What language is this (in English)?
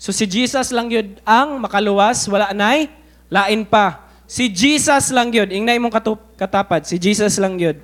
Cebuano